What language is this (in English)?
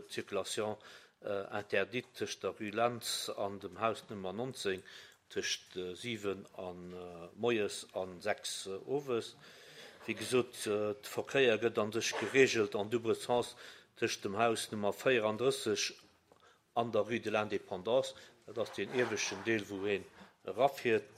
Luxembourgish